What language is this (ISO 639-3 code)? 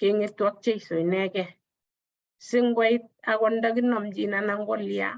kln